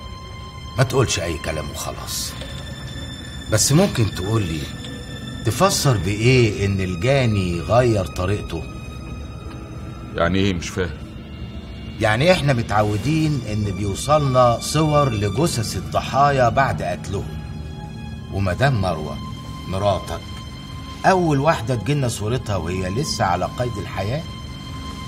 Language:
Egyptian Arabic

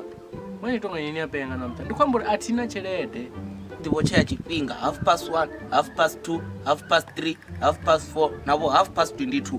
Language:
Venda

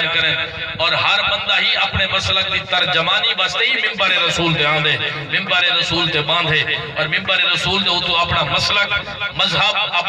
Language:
Saraiki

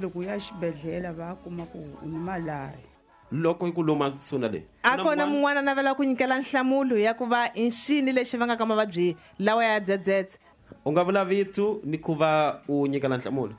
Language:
Tsonga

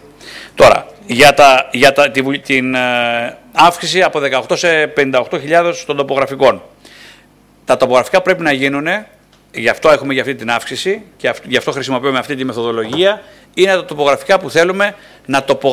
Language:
Greek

